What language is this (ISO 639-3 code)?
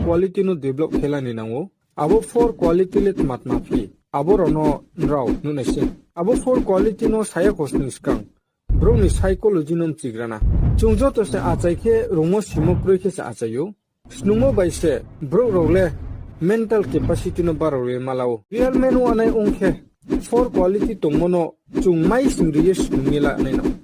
ria